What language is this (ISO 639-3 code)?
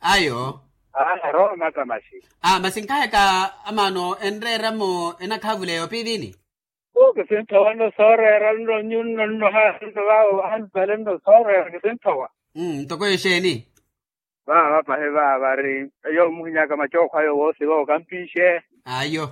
vmw